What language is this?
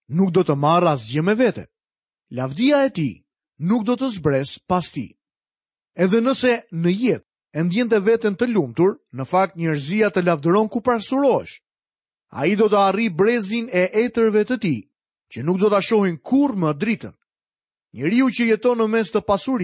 Albanian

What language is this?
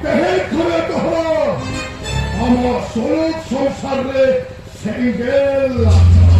Santali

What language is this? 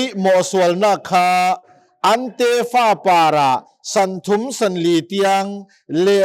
Hakha Chin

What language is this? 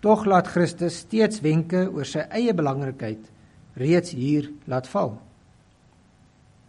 Afrikaans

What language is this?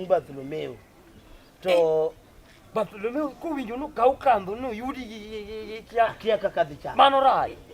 Luo (Kenya and Tanzania)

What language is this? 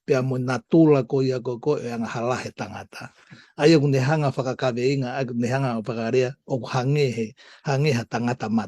Tongan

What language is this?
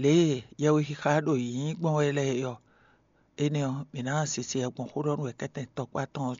Fon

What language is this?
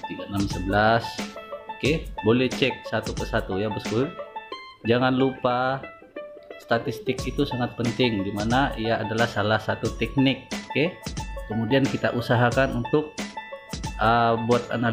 Indonesian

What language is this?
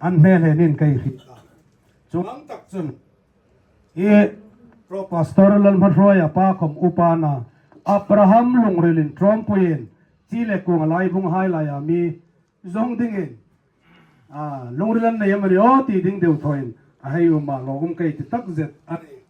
Hmar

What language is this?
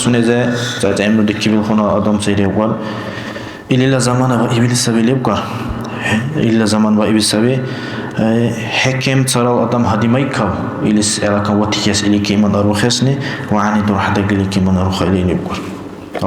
Dargwa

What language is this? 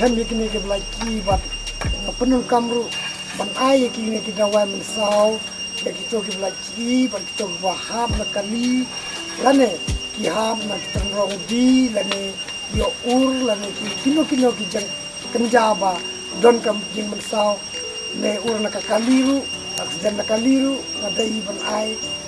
Khasi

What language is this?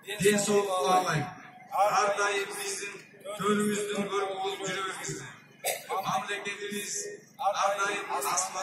Kyrgyz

